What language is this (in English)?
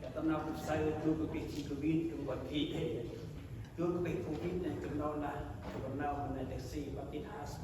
Central Mnong